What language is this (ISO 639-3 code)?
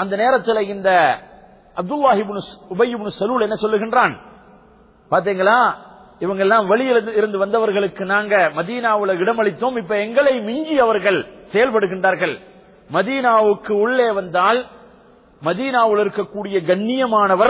tam